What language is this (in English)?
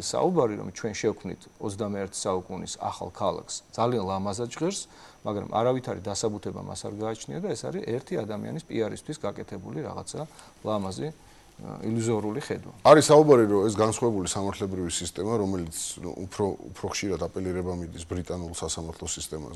Georgian